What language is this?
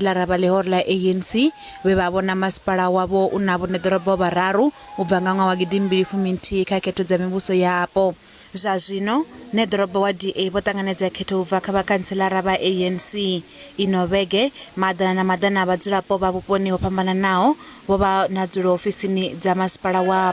Venda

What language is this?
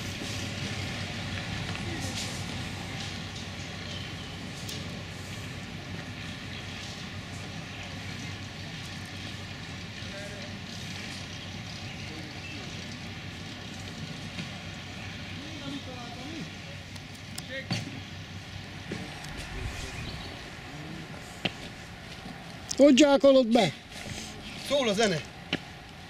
Hungarian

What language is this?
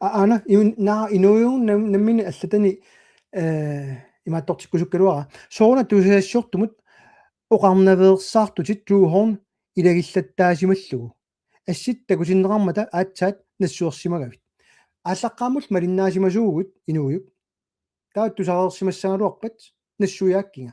Kalaallisut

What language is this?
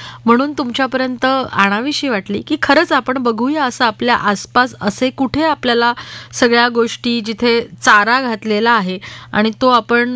Marathi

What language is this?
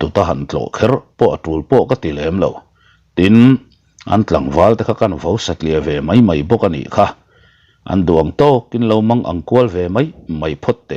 Mizo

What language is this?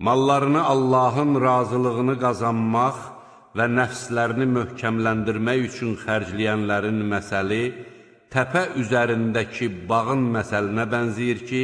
Azerbaijani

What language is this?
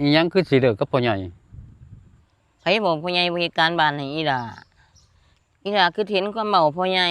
Northeastern Thai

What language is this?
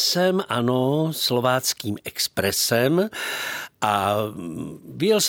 Czech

